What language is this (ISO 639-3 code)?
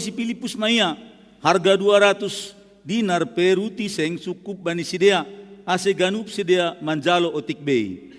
bts